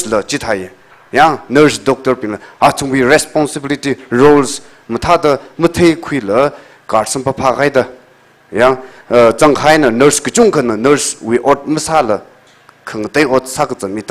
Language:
Tangkhul Naga (India)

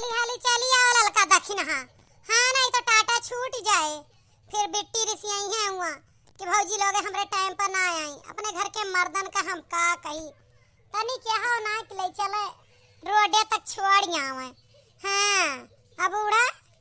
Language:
Awadhi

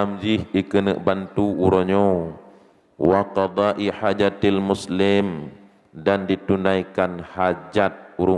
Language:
Achinese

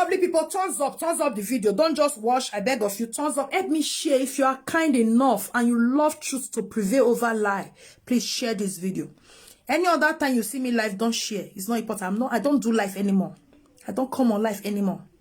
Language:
Nigerian Pidgin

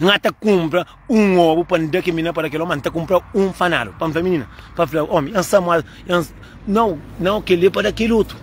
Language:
Kabuverdianu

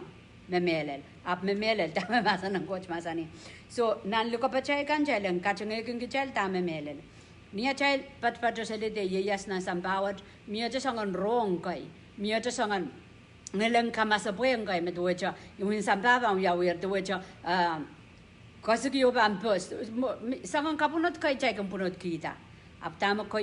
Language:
Pohnpeian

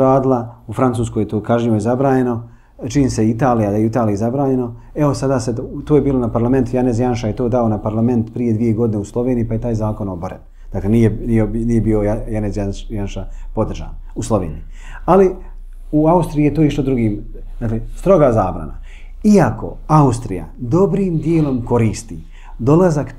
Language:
Bosnian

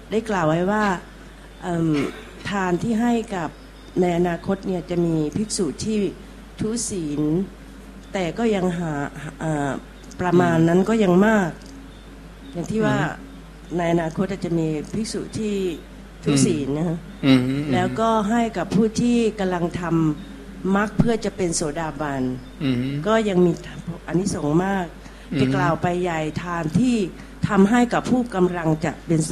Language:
Thai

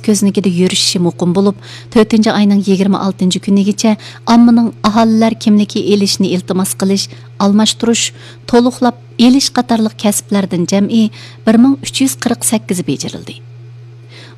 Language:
Uyghur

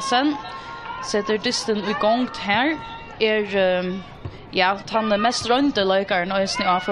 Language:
Faroese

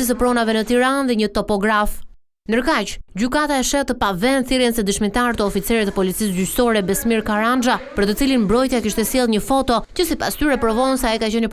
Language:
Albanian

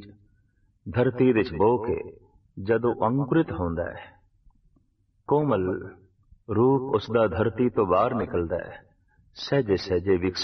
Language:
Punjabi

